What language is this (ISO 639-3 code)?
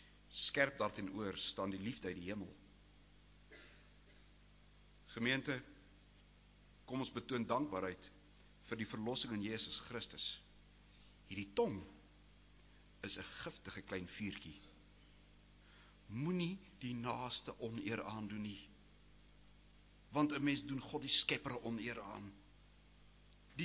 afr